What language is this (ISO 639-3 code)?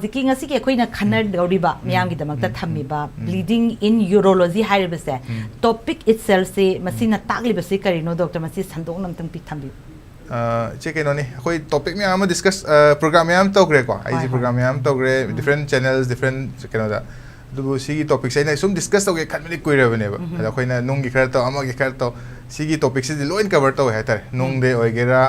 mni